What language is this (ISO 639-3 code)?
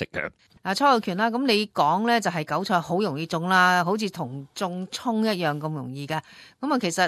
yue